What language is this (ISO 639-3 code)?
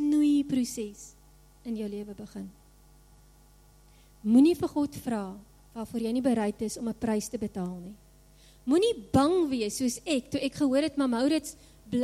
afr